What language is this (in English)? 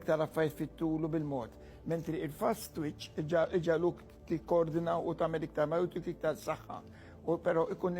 Maltese